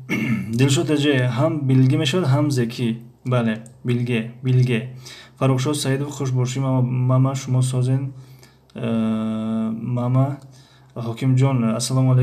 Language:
Tajik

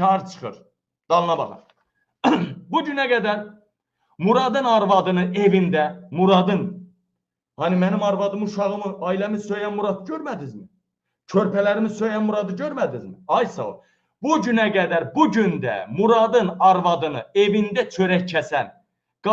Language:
Azerbaijani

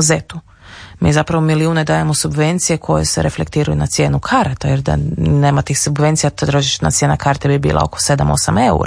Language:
Croatian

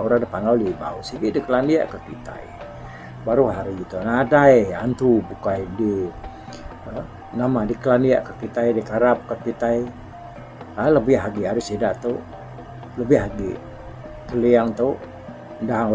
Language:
Iban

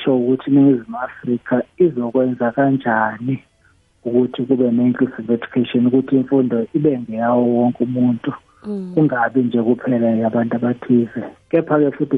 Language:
South Ndebele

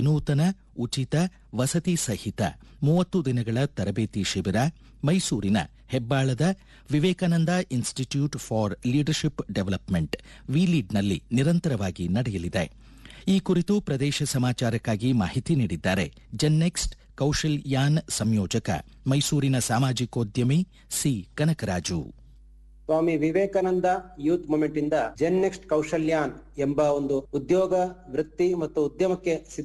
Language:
Kannada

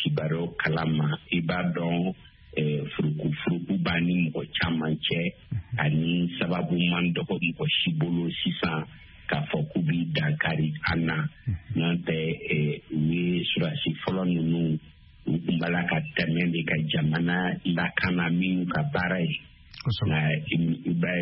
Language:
Bambara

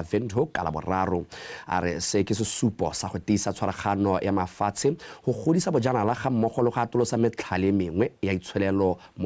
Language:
Tswana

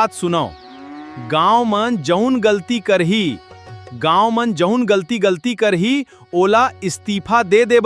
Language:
Chhattisgarhi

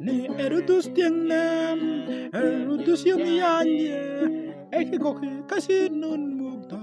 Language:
Mabaan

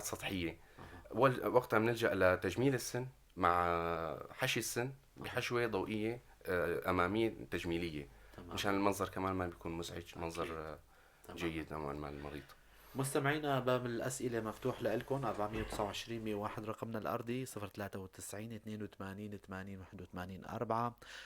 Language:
North Levantine Arabic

